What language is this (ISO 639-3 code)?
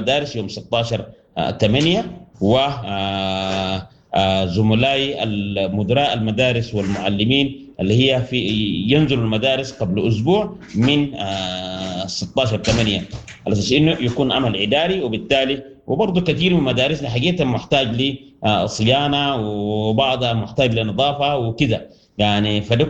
apd